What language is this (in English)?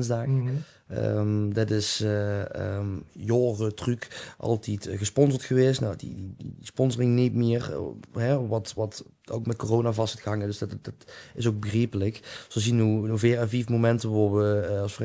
Limburgish